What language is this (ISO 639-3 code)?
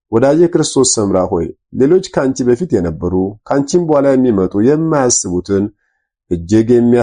amh